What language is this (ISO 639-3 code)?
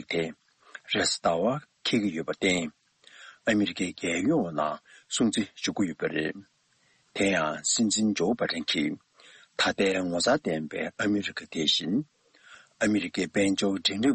bod